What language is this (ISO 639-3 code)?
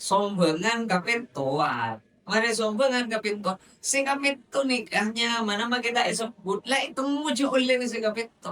mad